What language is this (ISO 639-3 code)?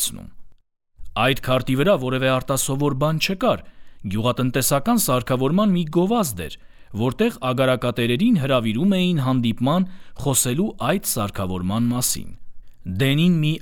hye